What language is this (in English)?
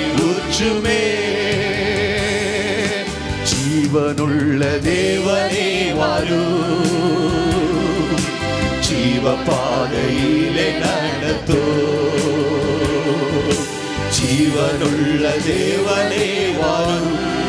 Tamil